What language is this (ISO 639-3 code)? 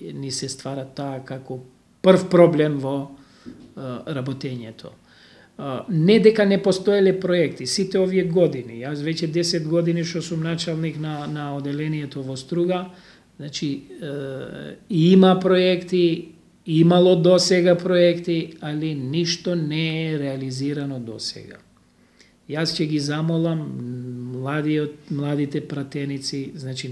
mkd